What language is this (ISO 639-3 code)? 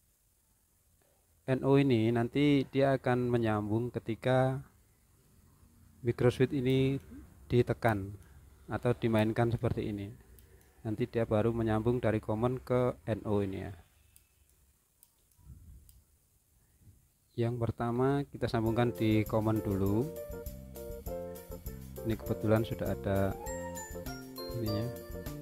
ind